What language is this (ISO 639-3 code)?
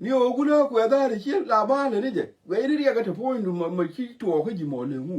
nus